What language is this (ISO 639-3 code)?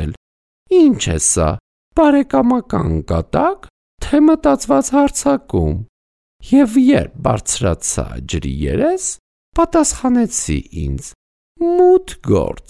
hye